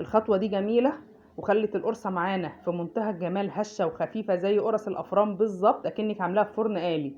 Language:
Egyptian Arabic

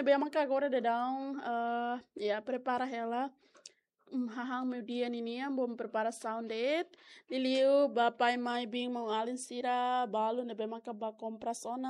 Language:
Tetum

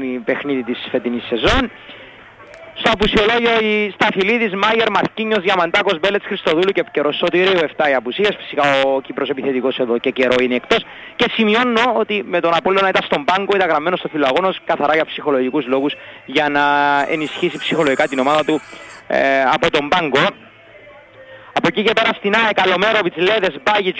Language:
Greek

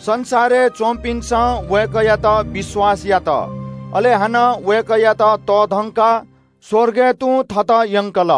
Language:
Newari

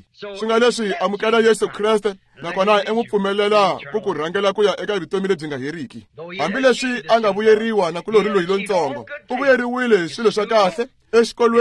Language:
Tsonga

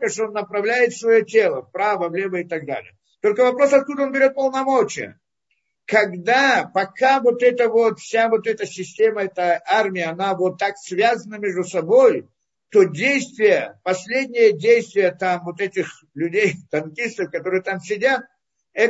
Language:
Russian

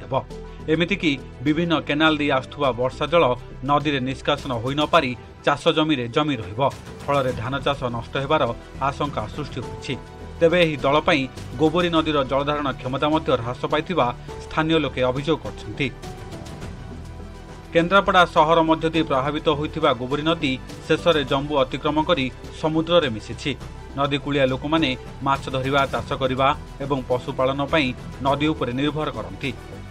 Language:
Odia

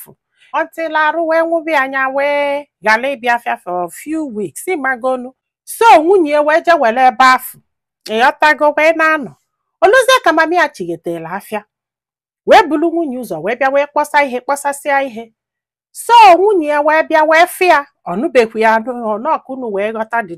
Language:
Igbo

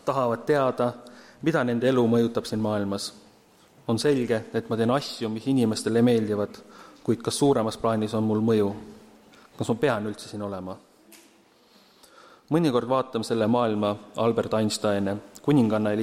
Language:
Estonian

